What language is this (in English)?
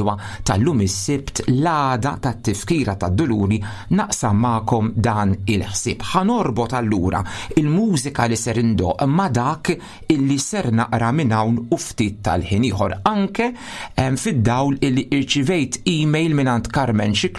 Maltese